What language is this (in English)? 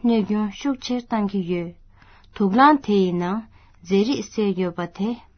Tibetan